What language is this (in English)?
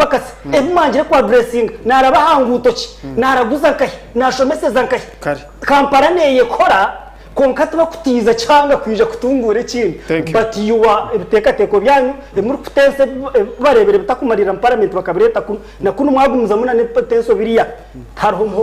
Nyankole